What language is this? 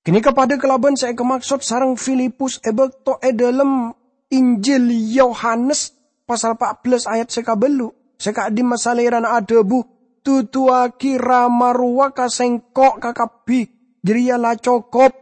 Madurese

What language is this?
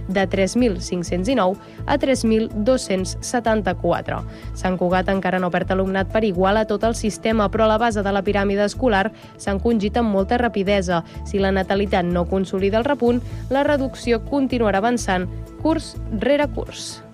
Catalan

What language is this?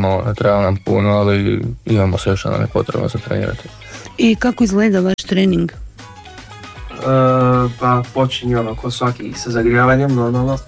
Croatian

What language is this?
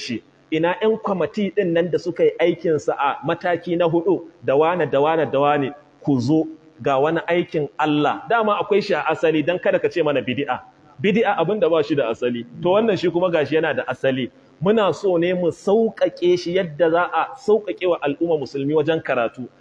Hausa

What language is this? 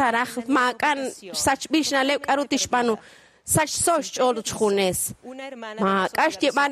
Kekchí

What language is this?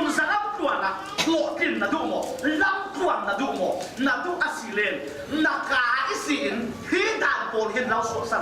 Falam Chin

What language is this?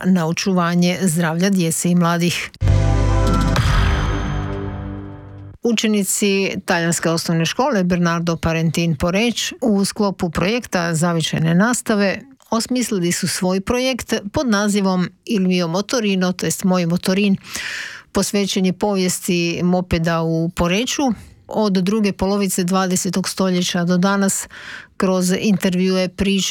Croatian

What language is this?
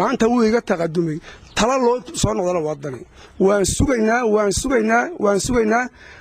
Somali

